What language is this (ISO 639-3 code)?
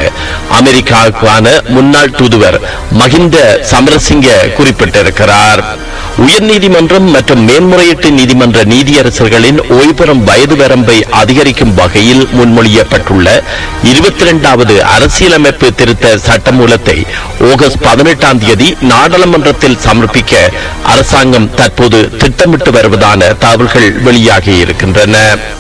tam